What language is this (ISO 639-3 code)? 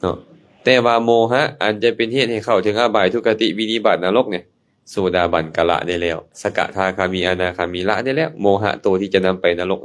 lao